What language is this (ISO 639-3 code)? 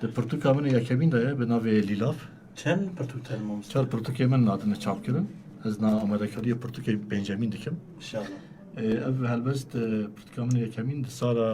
kur